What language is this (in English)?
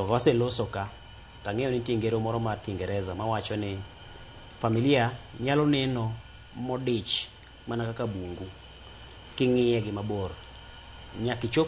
Luo (Kenya and Tanzania)